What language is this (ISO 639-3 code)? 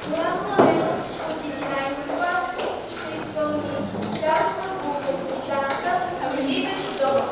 bul